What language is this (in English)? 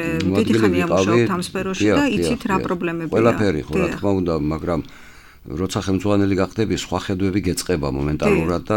Georgian